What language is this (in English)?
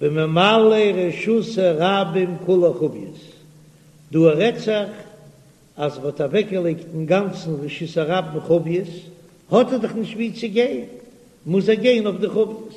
Yiddish